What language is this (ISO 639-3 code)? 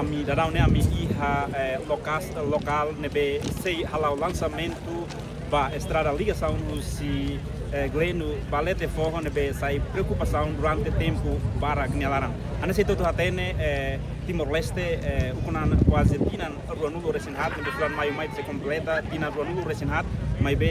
tet